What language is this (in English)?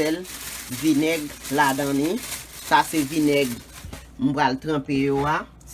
Haitian Creole